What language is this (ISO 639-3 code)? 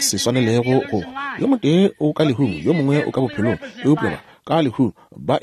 nso